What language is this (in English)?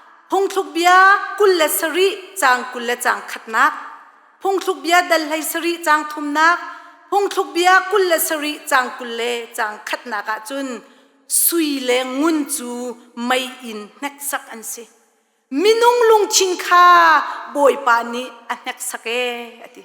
Hakha Chin